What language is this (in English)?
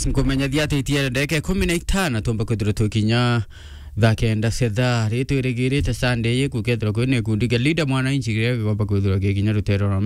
Meru